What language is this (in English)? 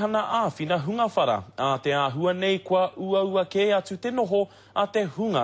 Māori